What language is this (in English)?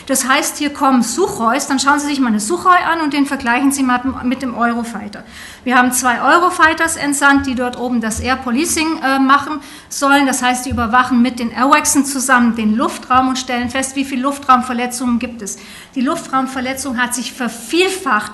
German